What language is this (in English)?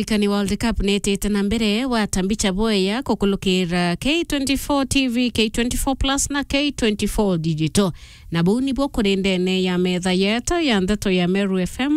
Meru